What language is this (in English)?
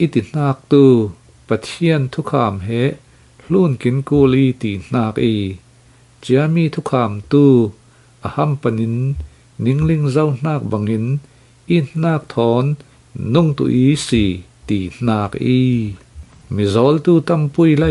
Falam Chin